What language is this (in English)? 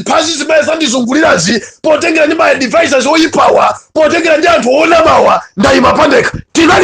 Nyanja